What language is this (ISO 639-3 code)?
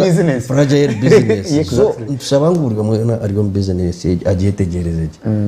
nyn